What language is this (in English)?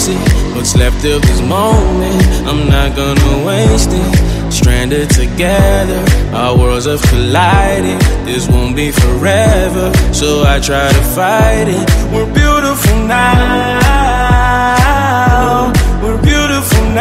English